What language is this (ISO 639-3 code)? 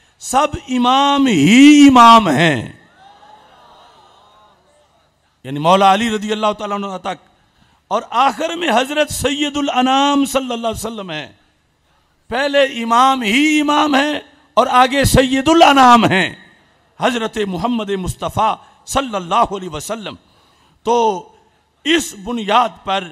urd